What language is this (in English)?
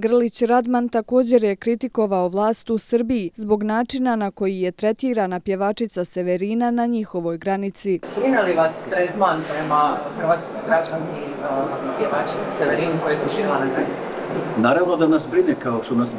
Bosnian